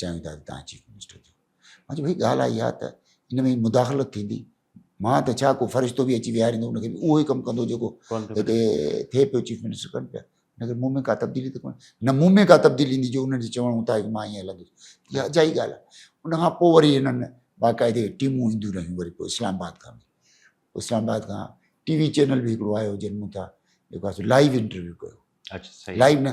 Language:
Sindhi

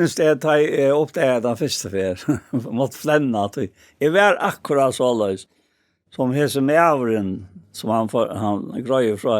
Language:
Faroese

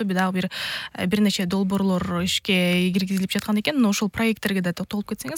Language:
Kyrgyz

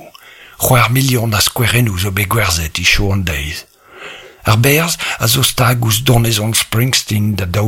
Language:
Breton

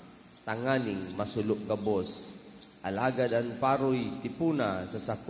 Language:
Bikol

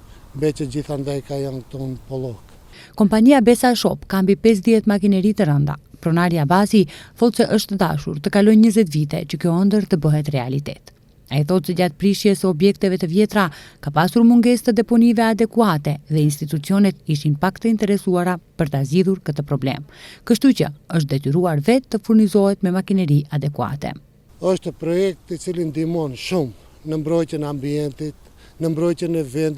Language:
Albanian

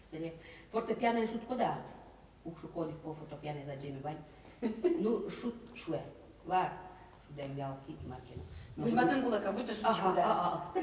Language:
Udmurt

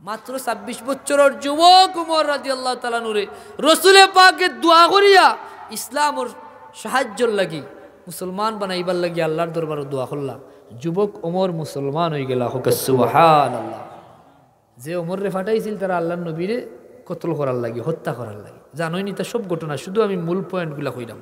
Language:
Sylheti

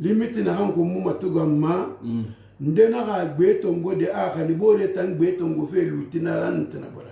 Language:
Susu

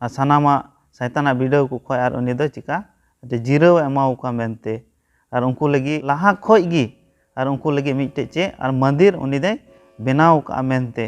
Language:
Santali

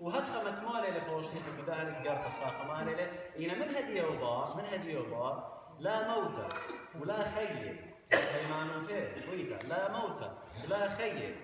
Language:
Assyrian Neo-Aramaic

